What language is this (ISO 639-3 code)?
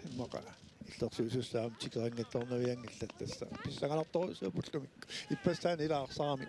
kal